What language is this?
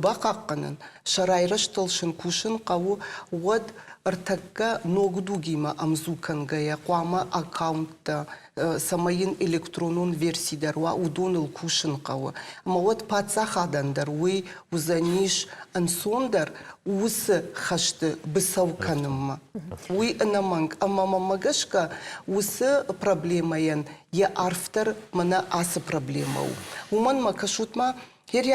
Ossetic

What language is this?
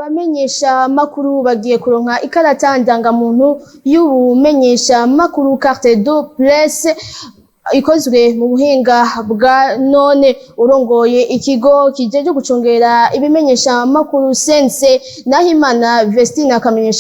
Rundi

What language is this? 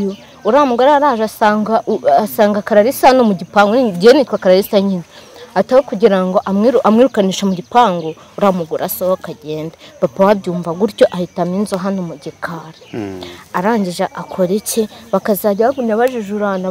Kinyarwanda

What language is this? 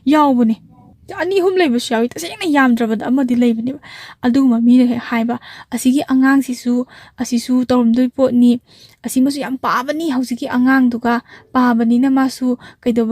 Manipuri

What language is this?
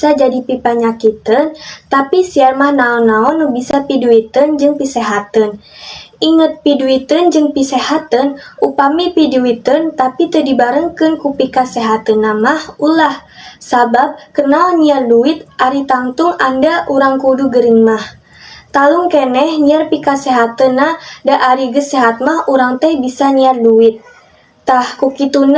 Sundanese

